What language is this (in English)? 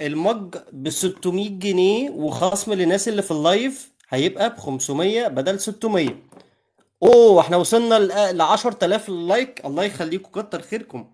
Egyptian Arabic